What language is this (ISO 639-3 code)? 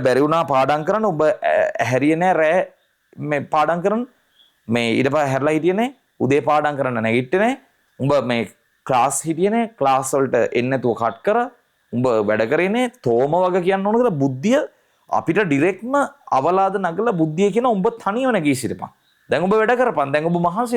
sin